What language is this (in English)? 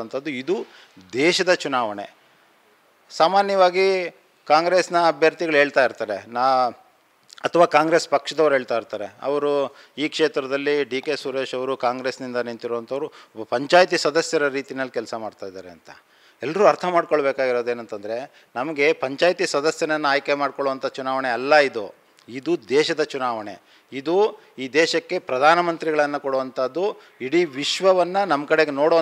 Kannada